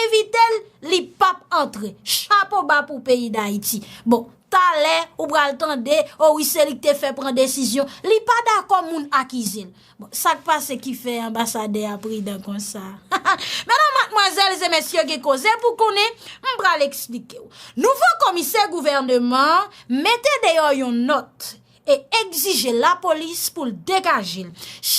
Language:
Haitian Creole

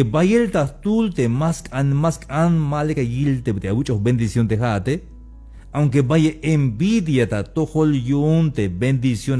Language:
Tzeltal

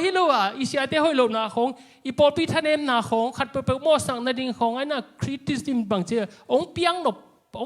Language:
Tedim Chin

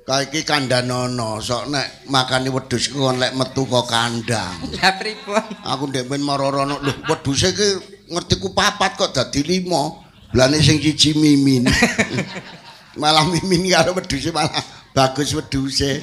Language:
Javanese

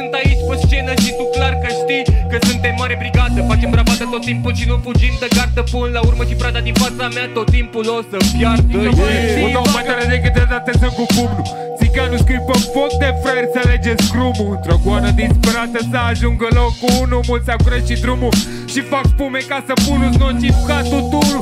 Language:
Romanian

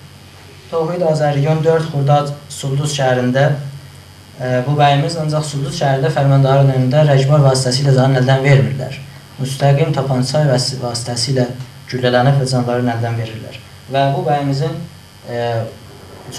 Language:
South Azerbaijani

